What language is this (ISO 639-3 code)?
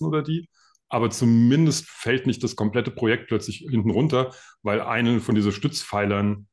deu